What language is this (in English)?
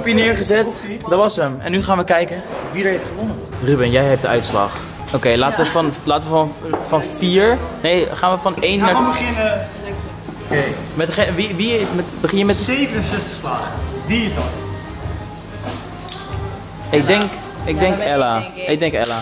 Dutch